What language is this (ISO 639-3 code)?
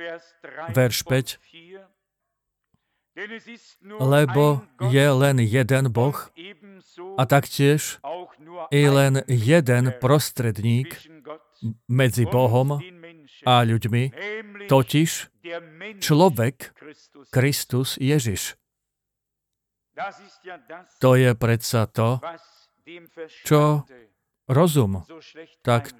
slk